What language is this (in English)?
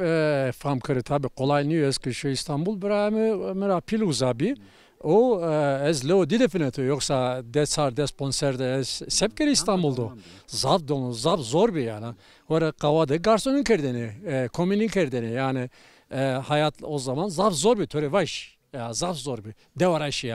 Zaza